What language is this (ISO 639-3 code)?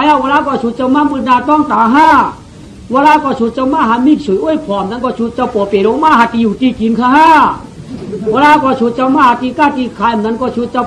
shn